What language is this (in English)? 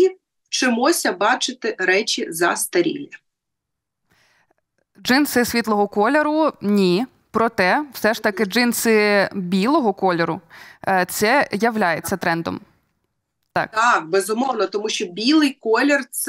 Ukrainian